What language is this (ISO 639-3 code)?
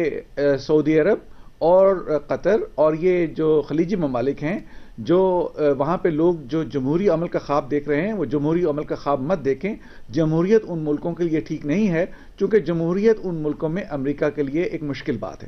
urd